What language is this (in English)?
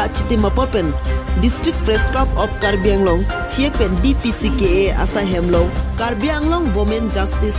Karbi